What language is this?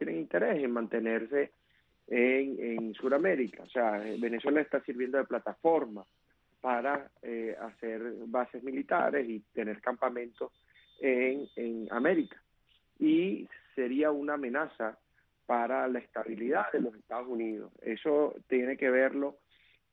Spanish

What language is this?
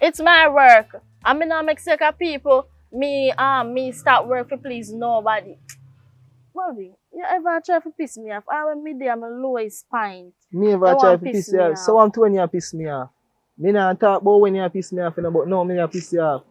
Jamaican Creole English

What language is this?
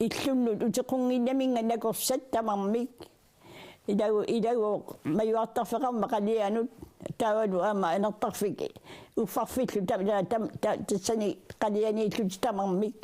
Kalaallisut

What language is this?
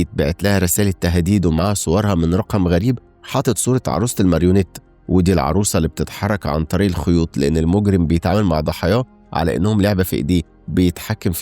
Egyptian Arabic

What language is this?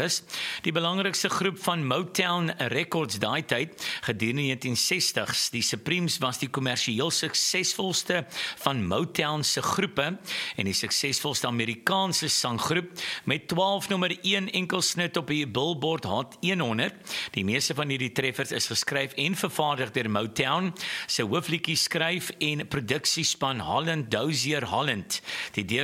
Afrikaans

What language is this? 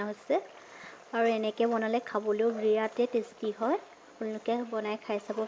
Assamese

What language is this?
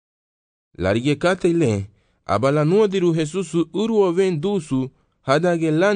Garifuna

